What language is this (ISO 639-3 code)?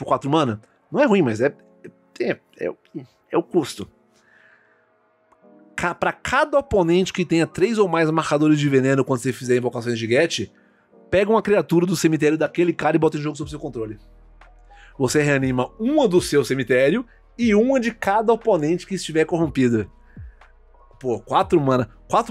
por